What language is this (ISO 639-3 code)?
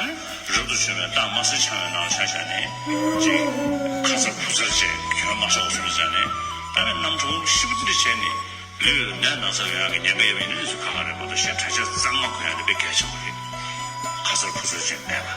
bod